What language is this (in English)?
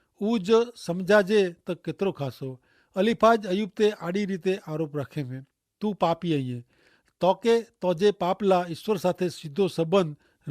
Kachhi